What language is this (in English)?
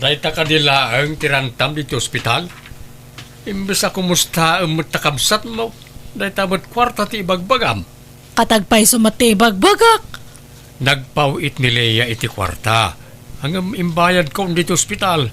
Iloko